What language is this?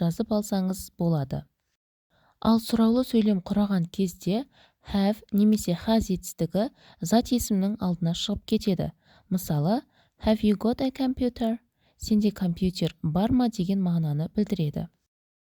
Kazakh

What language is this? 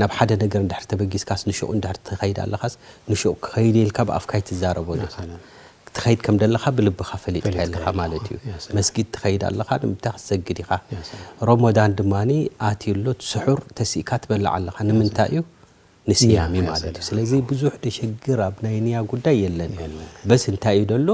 Tigrinya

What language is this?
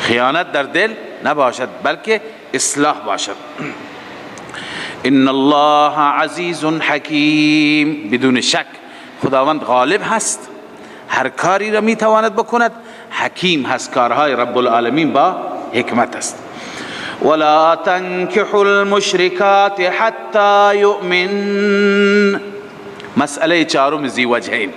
Persian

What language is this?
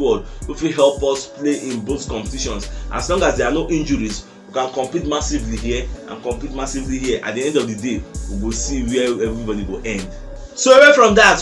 Nigerian Pidgin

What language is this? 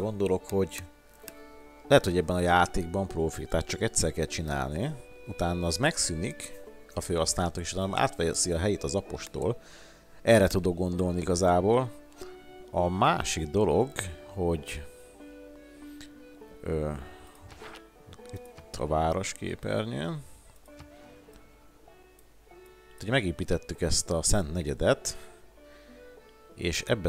Hungarian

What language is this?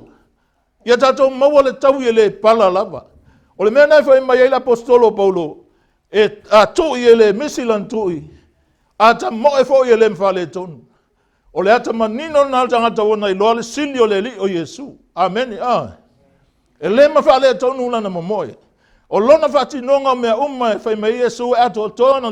Samoan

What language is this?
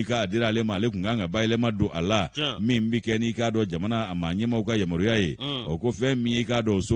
Bambara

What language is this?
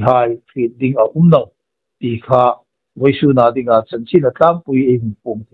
Hmar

